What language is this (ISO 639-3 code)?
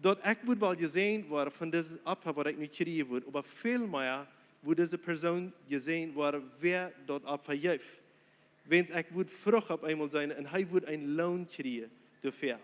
pdt